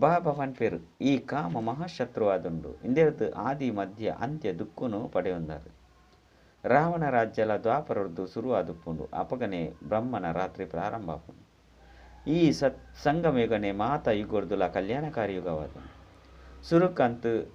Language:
Tulu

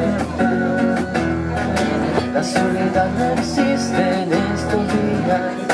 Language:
Spanish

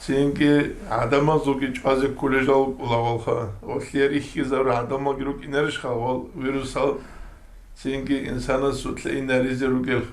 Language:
Avaric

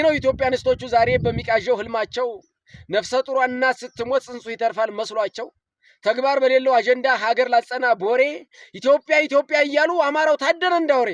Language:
Amharic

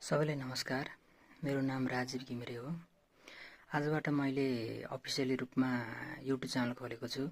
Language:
Nepali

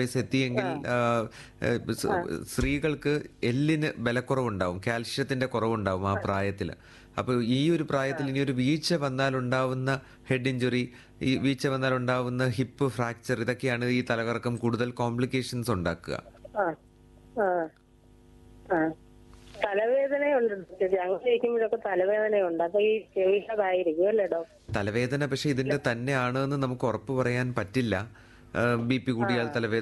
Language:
Malayalam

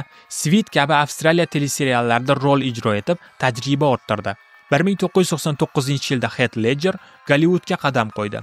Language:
Uzbek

